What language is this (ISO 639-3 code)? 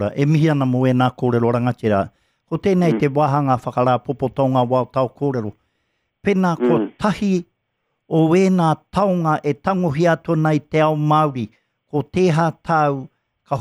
mri